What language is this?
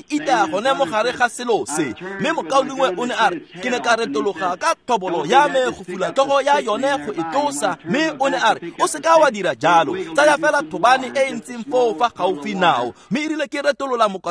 Tswana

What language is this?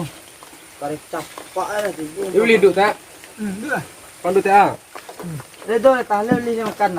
Minangkabau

